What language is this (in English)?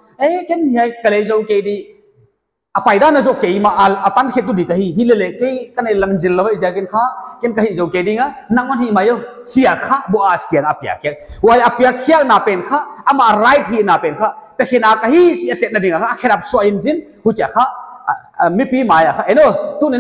Paite Chin